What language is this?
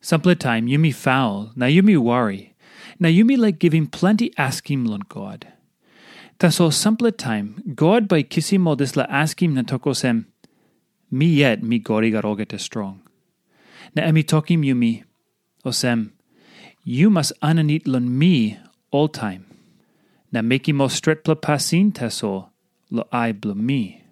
Tok Pisin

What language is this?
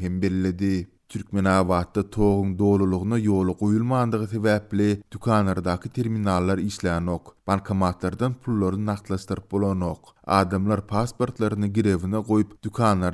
Turkmen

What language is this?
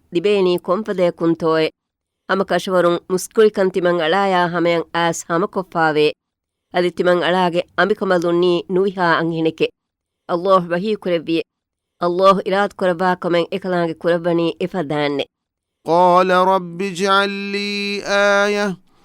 Divehi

